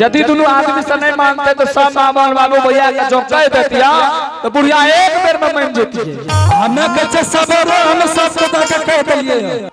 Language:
Angika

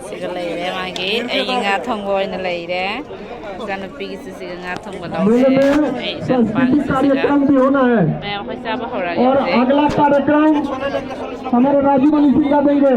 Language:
Manipuri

